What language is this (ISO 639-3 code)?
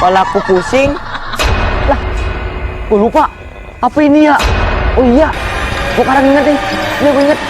bew